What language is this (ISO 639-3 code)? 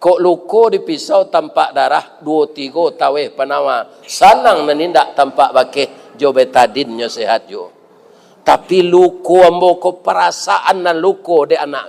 min